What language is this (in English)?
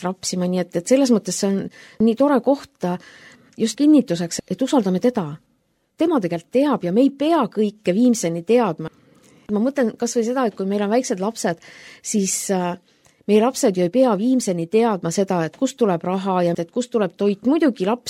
Estonian